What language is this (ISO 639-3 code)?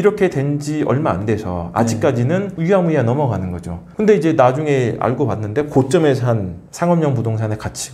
kor